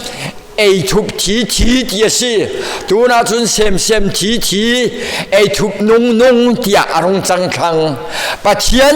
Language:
Falam Chin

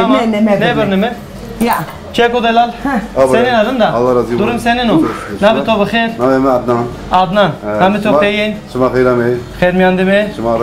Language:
Zaza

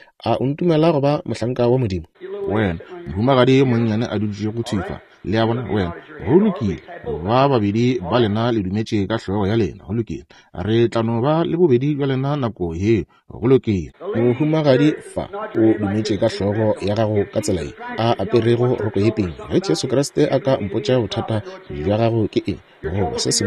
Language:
Northern Sotho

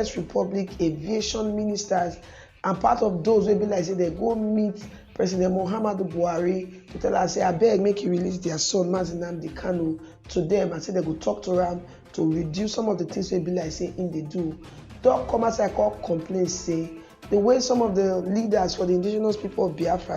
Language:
Nigerian Pidgin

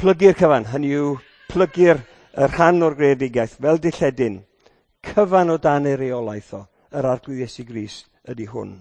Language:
Welsh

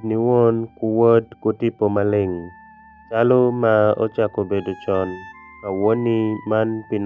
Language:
Alur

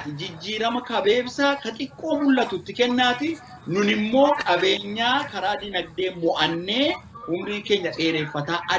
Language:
Oromo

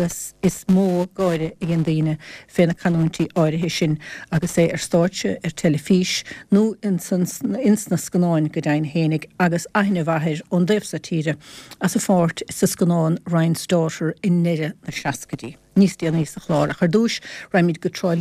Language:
Irish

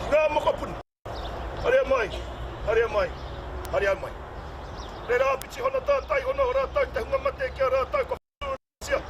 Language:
Māori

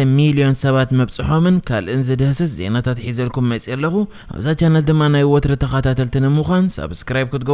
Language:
Tigrinya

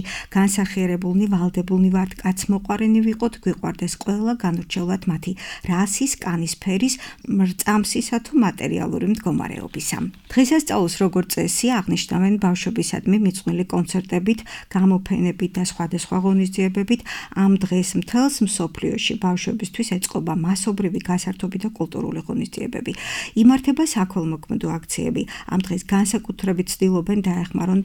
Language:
Georgian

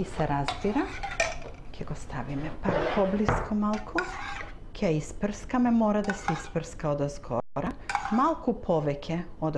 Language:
Macedonian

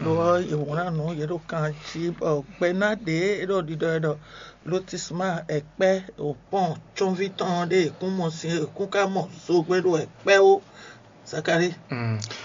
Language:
Fon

